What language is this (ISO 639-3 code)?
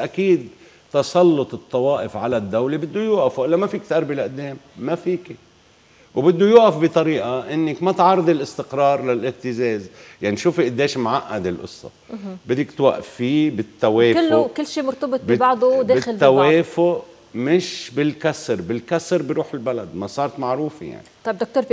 apc